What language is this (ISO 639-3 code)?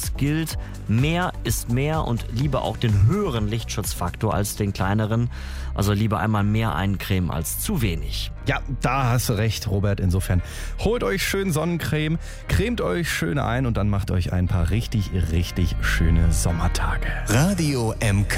deu